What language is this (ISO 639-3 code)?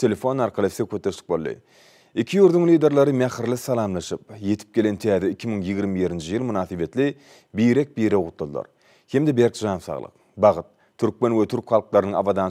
tuk